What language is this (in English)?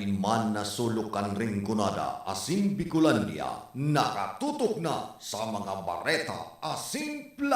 Bikol